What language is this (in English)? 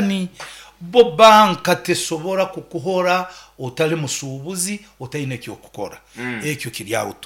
Nyoro